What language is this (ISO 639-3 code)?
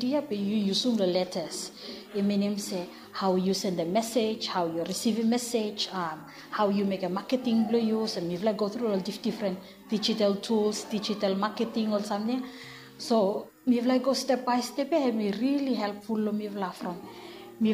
bis